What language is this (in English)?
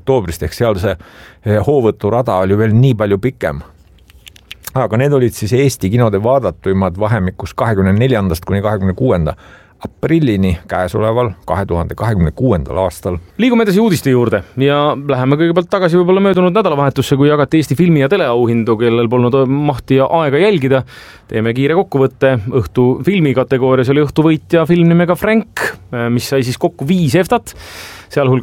Estonian